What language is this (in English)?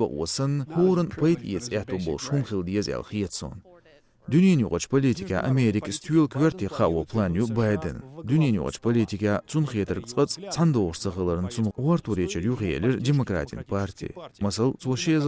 Chechen